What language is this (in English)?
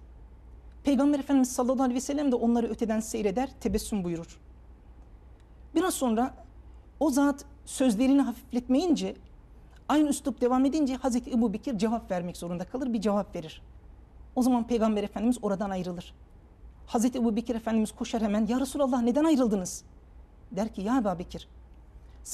Turkish